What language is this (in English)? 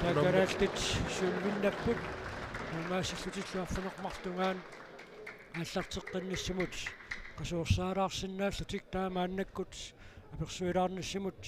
Kalaallisut